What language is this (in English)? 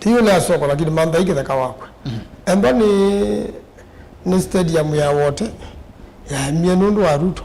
Kamba